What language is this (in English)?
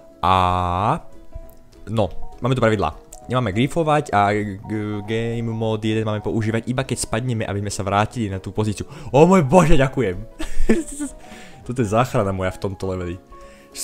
Slovak